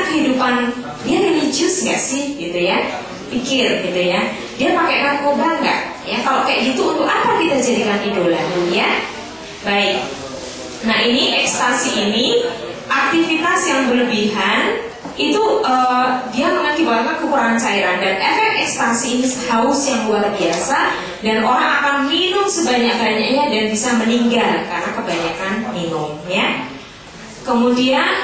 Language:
Indonesian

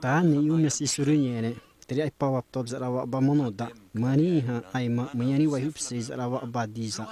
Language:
Xavánte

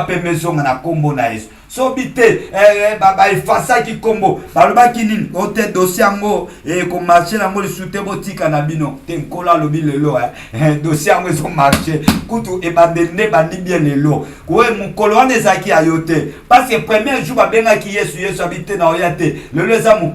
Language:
Lingala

